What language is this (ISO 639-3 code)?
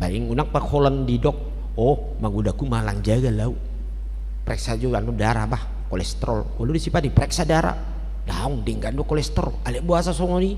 bbc